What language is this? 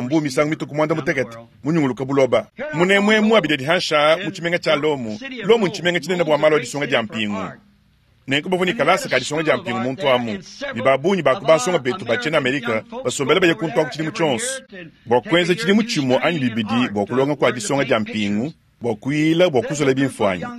Luba-Lulua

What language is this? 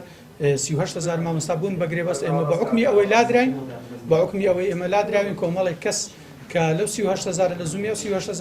Central Kurdish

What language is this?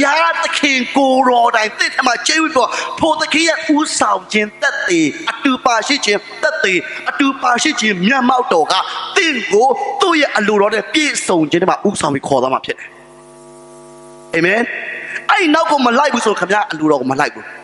Burmese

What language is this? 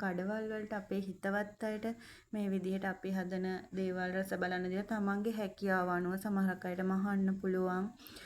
Sinhala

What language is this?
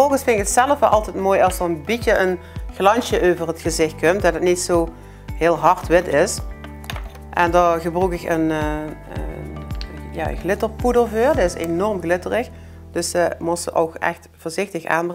Limburgish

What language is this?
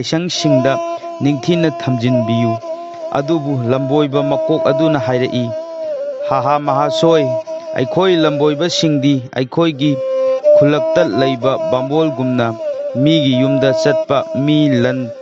Manipuri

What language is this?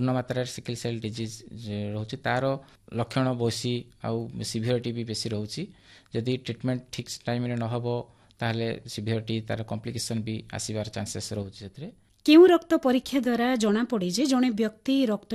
Odia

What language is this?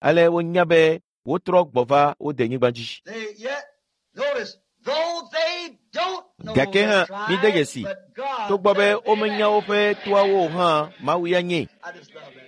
Ewe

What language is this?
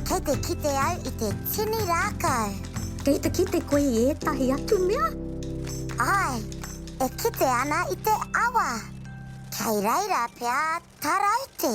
Māori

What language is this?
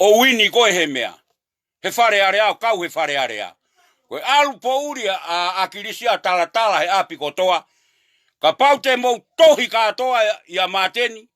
Tongan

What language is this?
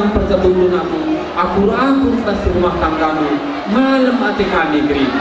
Batak Karo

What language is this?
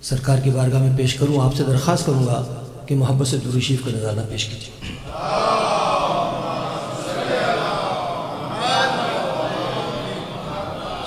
Urdu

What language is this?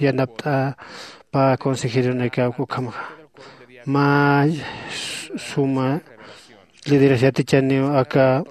Aymara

